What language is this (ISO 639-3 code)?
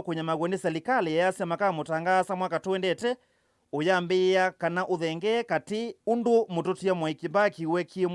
kam